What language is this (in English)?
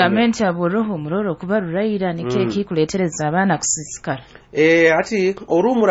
Nyoro